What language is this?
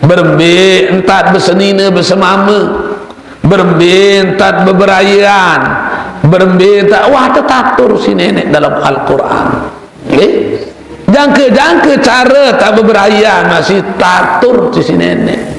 Sasak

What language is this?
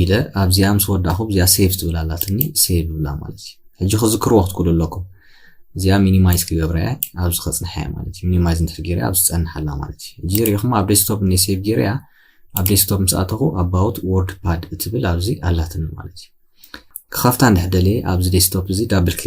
Tigrinya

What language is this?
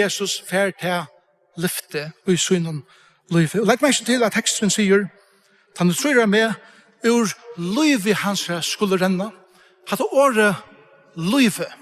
Faroese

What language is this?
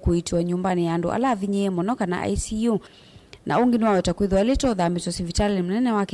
Kamba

